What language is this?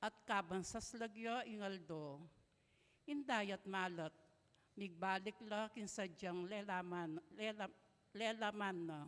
Pampanga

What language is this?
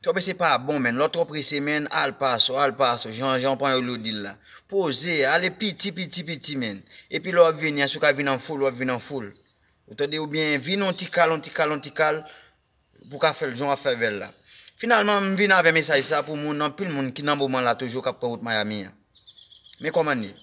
Haitian Creole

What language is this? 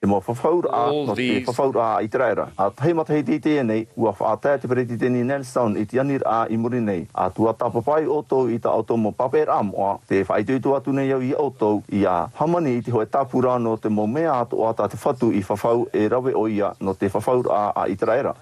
Tahitian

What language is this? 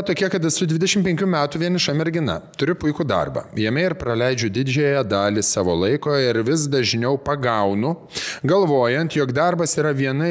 Lithuanian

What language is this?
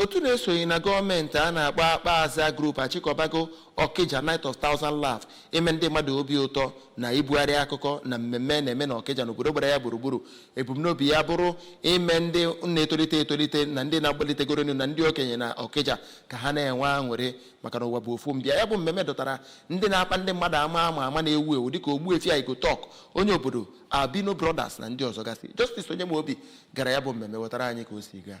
Igbo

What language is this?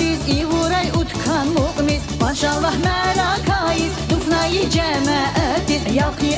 Tabassaran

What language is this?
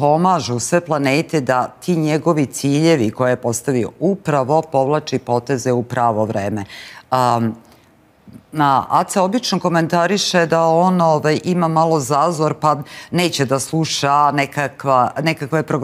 Serbian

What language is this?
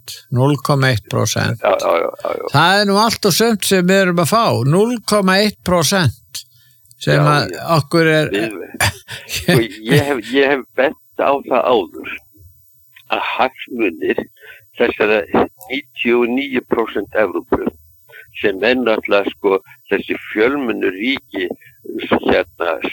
Icelandic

